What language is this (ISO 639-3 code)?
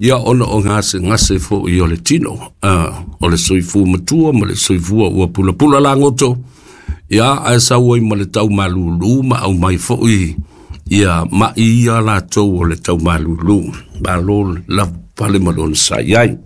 smo